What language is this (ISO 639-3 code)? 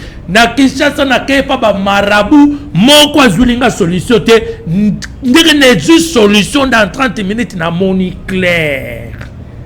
lin